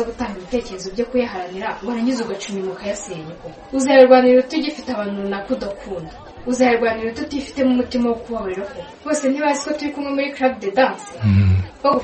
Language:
Kinyarwanda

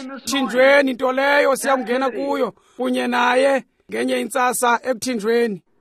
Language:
Xhosa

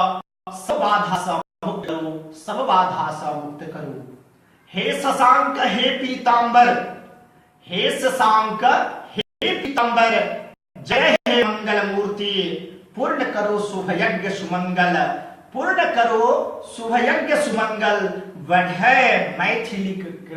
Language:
Maithili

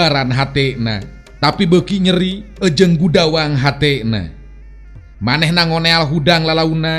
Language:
Sundanese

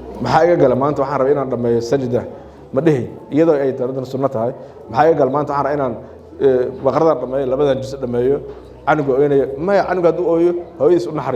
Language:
Somali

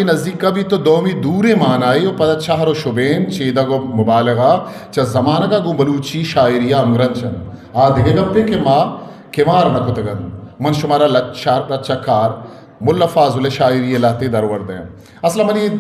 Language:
Eastern Balochi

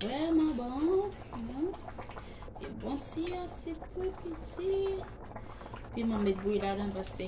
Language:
Haitian Creole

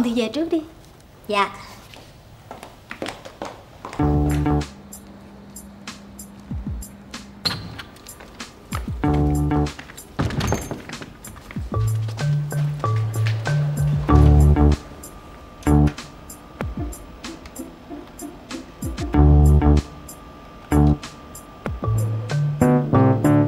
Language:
Vietnamese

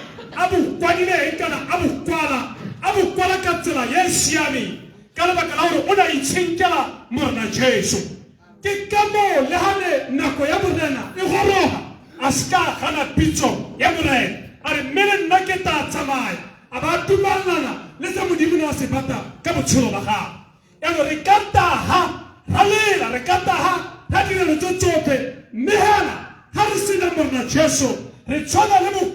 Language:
Tswana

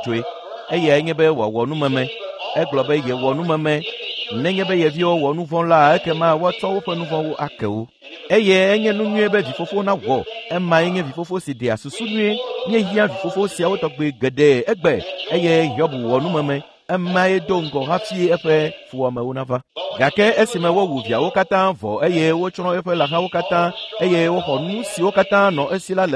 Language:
Ewe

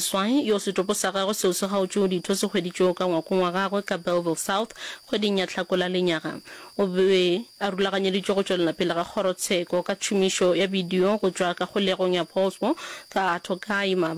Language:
Northern Sotho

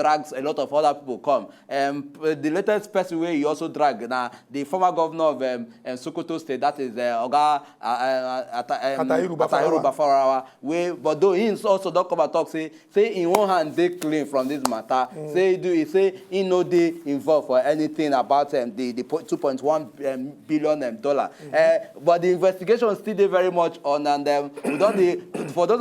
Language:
Nigerian Pidgin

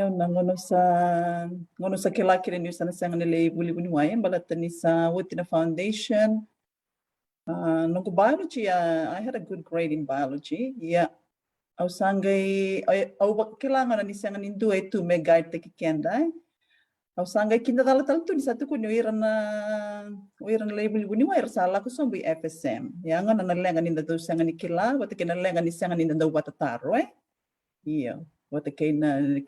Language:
Fijian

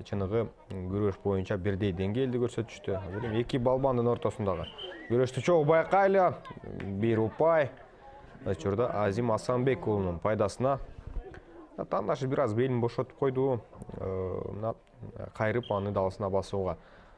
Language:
Kyrgyz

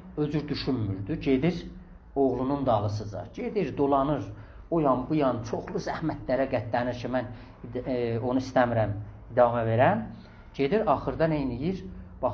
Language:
South Azerbaijani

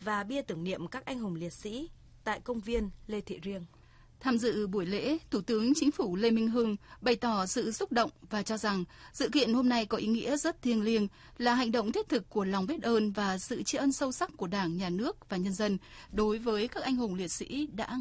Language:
Vietnamese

